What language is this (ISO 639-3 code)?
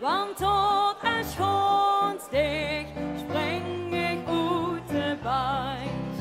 lim